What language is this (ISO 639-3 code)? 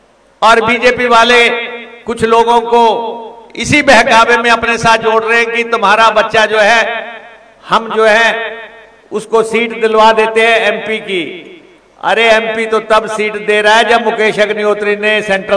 hin